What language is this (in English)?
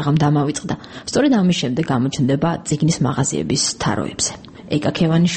Georgian